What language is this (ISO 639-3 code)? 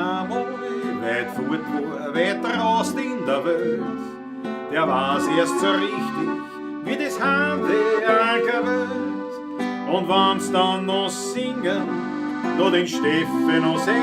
bar